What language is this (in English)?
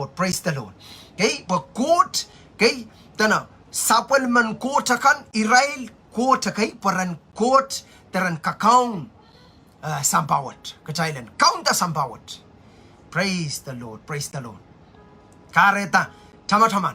Pohnpeian